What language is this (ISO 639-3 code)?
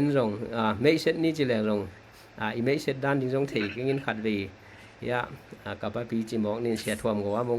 ctd